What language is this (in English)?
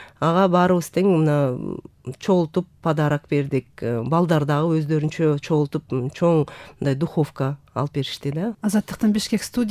Kyrgyz